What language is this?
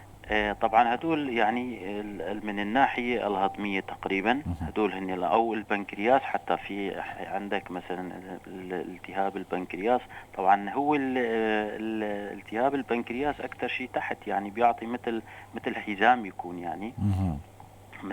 North Levantine Arabic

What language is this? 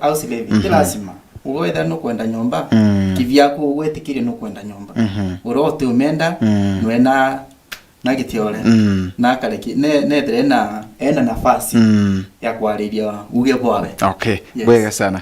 Meru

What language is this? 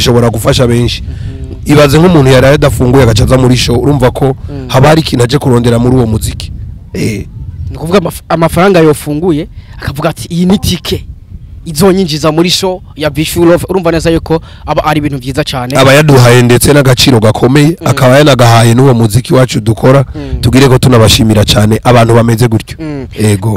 Rundi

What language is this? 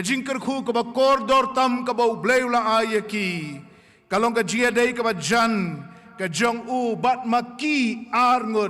Khasi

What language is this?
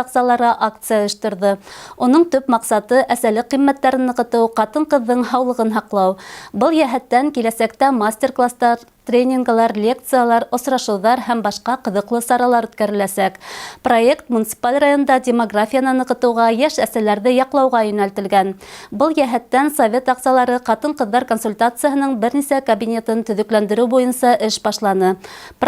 Bashkir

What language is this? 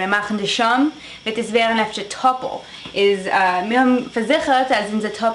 Yiddish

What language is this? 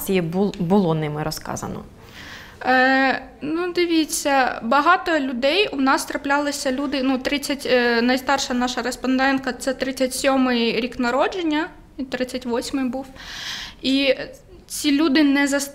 Ukrainian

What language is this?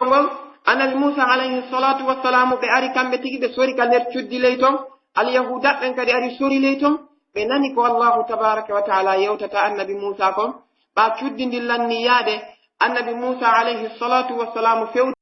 Pular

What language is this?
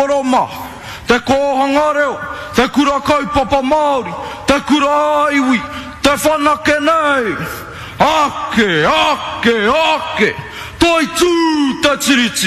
Māori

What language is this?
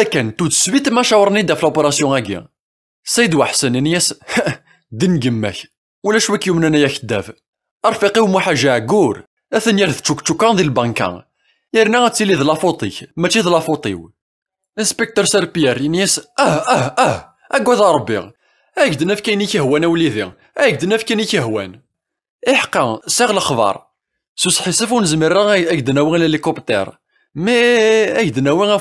Kabyle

